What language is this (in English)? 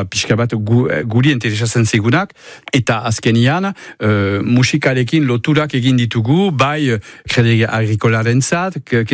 Basque